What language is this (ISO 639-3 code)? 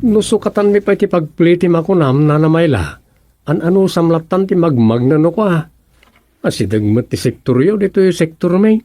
ilo